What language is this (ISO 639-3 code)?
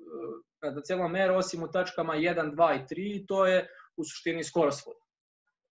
srp